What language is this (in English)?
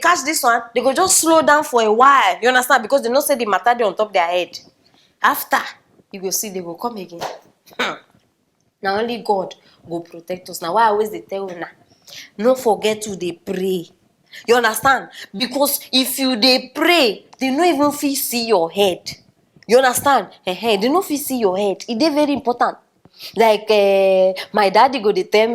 Nigerian Pidgin